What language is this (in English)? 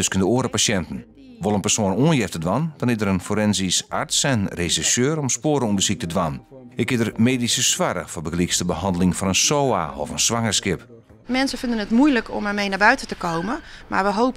Western Frisian